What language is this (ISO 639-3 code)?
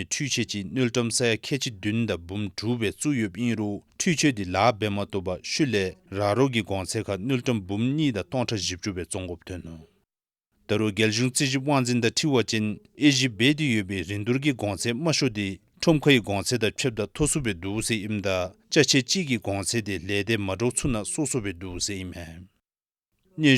dzo